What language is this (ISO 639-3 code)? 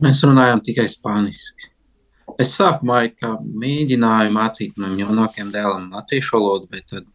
lav